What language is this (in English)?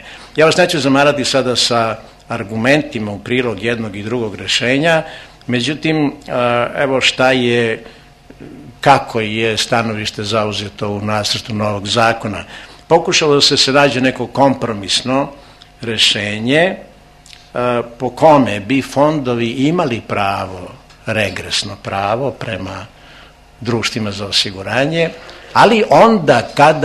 Serbian